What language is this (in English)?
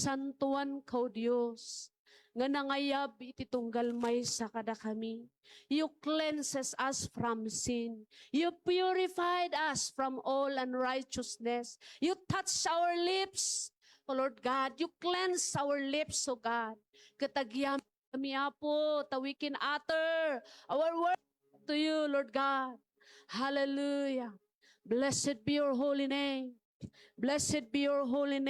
Iloko